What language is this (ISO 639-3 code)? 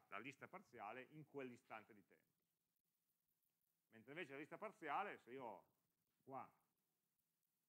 ita